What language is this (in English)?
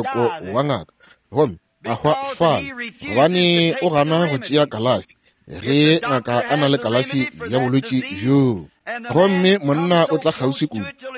Northern Sotho